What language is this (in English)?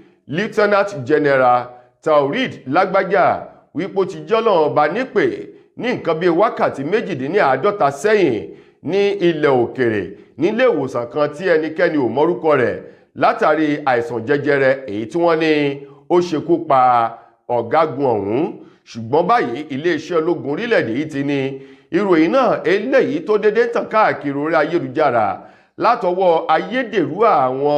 Yoruba